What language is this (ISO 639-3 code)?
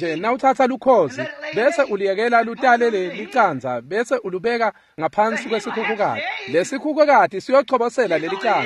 ssw